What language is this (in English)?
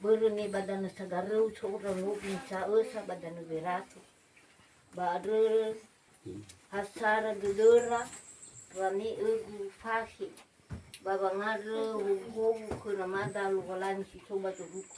Nias